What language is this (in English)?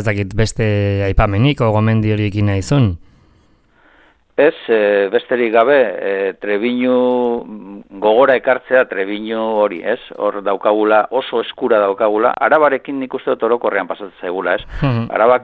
Basque